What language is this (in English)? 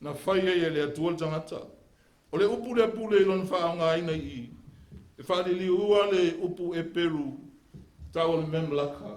Samoan